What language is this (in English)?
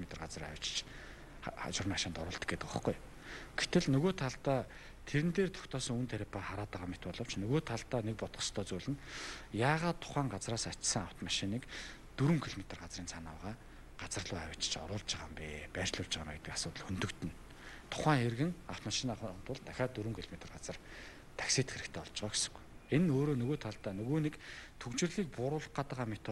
Mongolian